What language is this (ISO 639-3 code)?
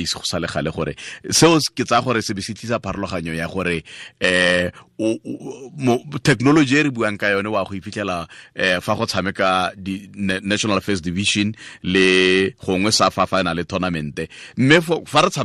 tsn